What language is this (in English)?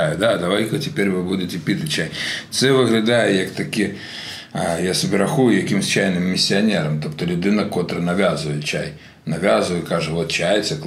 Ukrainian